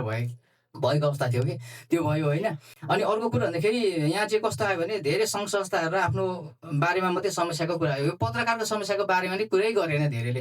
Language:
Nepali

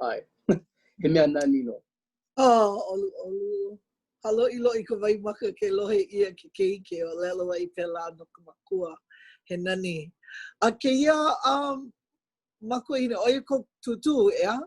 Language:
Hawaiian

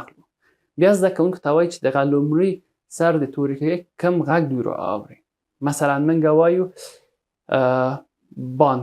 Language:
Pashto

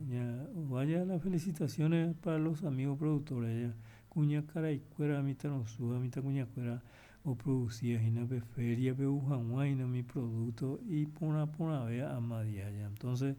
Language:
Guarani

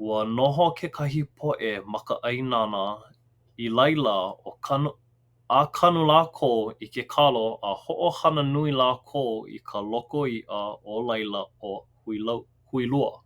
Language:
Hawaiian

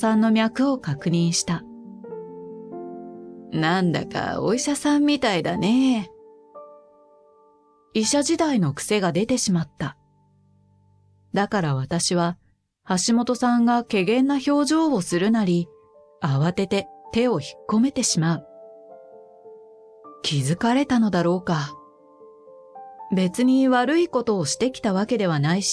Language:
Japanese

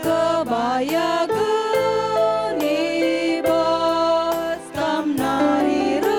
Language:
Batak Karo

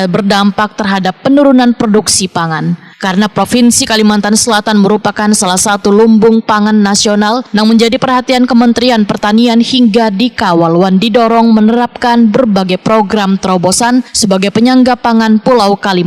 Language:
Banjar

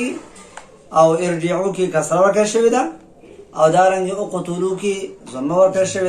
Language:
Pashto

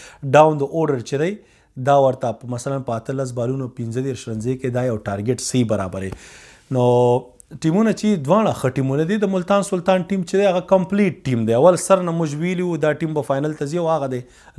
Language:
Pashto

